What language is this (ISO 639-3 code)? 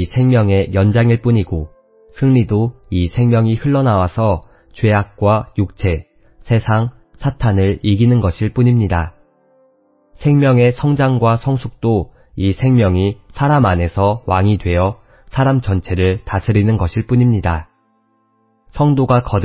kor